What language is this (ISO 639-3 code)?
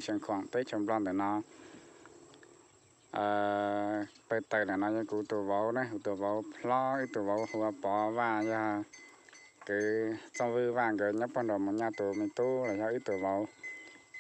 vie